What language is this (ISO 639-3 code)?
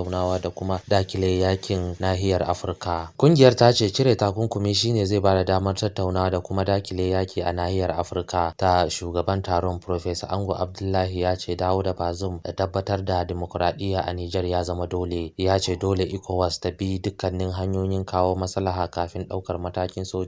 hau